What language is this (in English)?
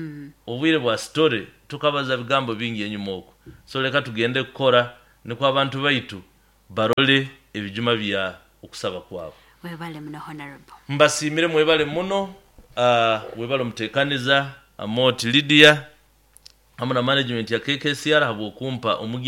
Nyoro